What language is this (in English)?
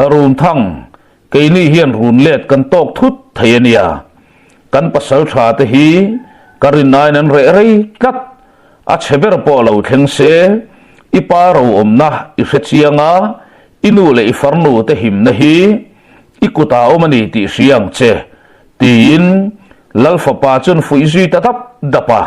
Mizo